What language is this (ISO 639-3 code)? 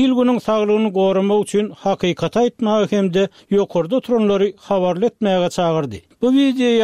tuk